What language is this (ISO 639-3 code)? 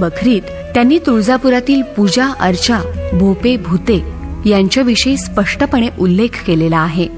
mar